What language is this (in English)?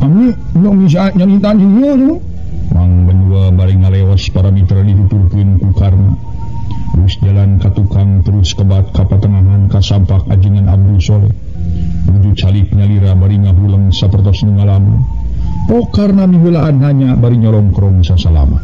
Sundanese